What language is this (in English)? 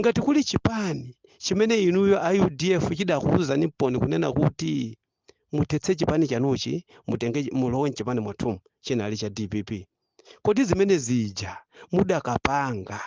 Nyanja